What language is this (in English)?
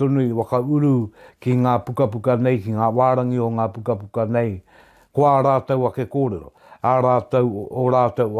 Māori